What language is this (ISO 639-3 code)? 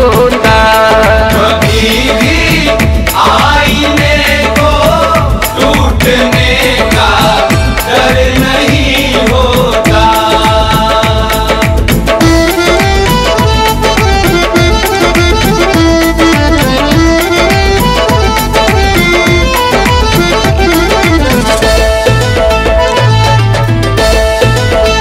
bho